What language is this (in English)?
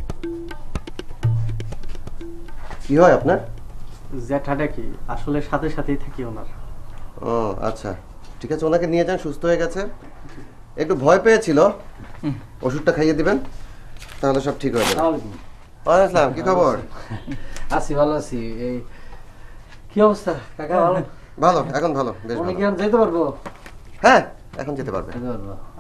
Bangla